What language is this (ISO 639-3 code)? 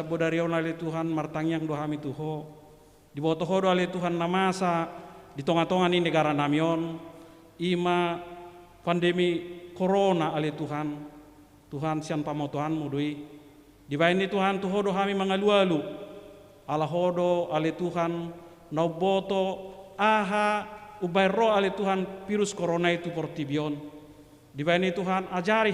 bbc